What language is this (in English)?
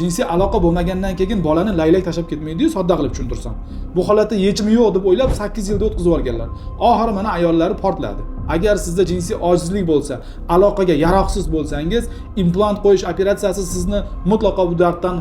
Uzbek